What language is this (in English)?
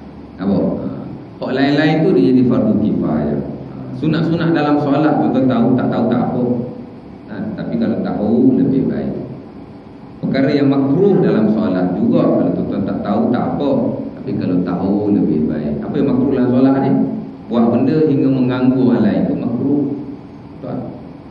Malay